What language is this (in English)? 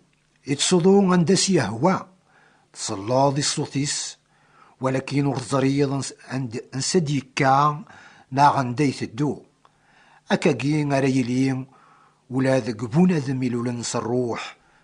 Kabyle